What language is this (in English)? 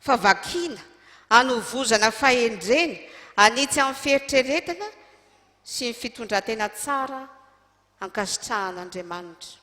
Malagasy